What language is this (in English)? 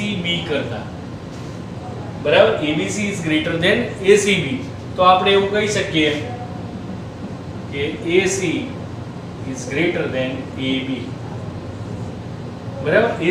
Gujarati